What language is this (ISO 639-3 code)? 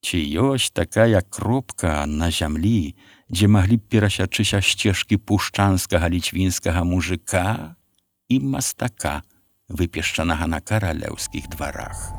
bel